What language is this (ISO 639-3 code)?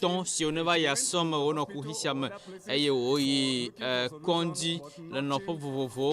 ewe